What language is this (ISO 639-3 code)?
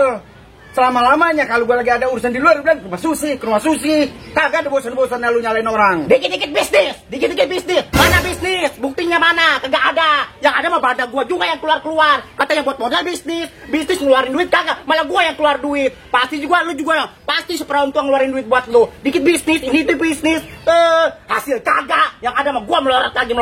bew